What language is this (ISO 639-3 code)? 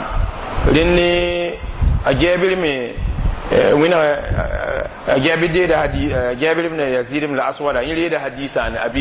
mos